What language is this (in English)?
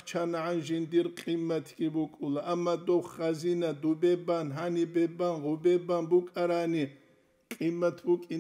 Avaric